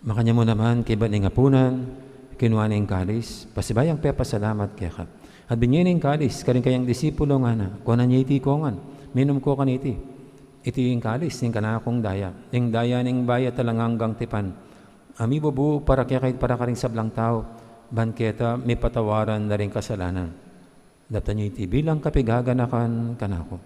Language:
Pampanga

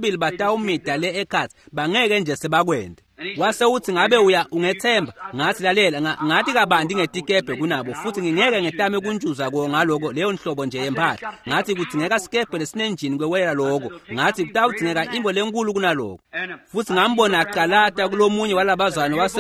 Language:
Swati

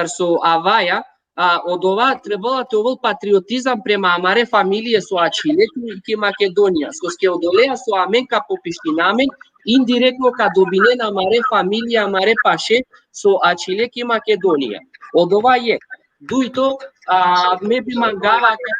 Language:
Balkan Romani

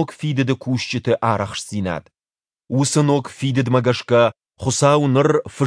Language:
Ossetic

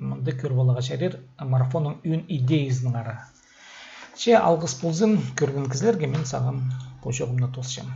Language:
Khakas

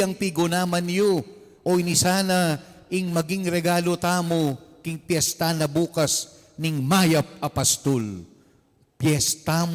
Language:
Pampanga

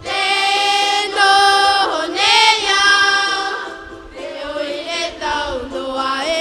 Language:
Tahitian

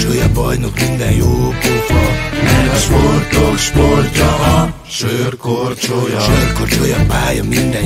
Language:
Hungarian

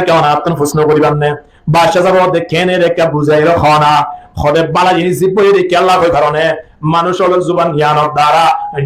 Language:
Rohingya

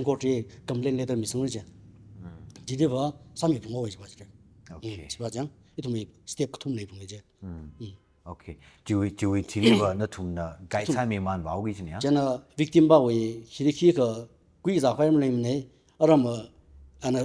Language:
Tangkhul Naga (India)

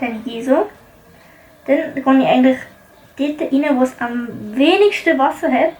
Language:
Swiss German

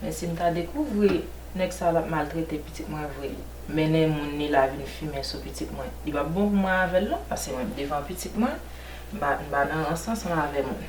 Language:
Haitian Creole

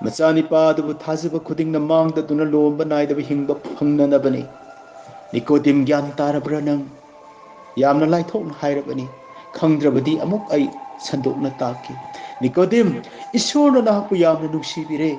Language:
Manipuri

